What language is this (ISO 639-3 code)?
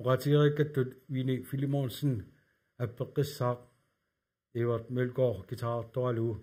kal